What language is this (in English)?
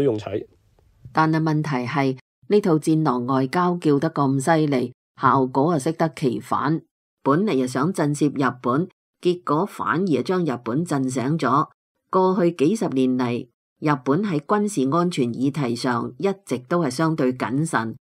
Cantonese